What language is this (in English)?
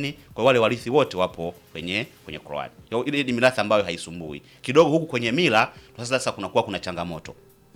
Swahili